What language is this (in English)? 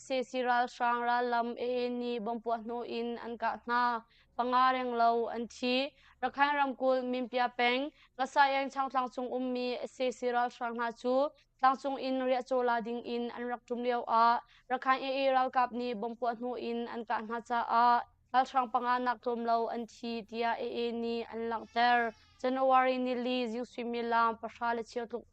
Hakha Chin